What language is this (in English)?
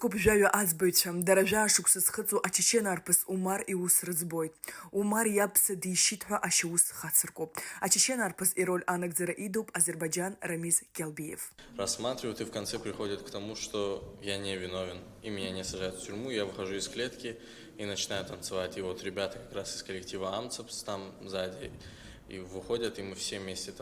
Abkhazian